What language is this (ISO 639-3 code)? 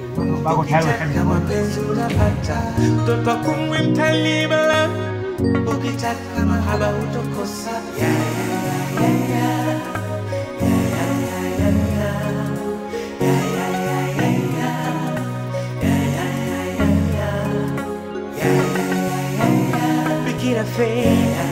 swa